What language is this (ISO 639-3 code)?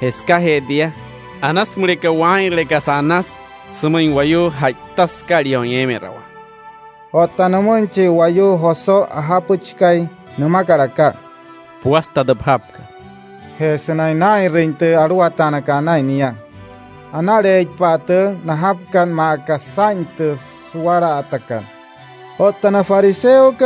guc